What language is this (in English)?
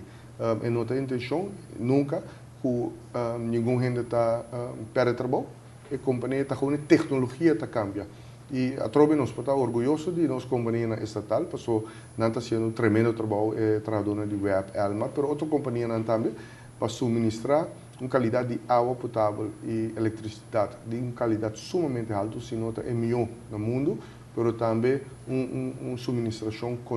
Papiamento